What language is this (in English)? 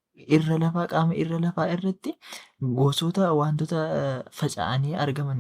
Oromo